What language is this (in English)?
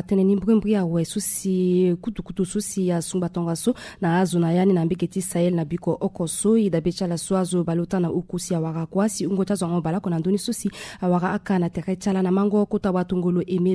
Sango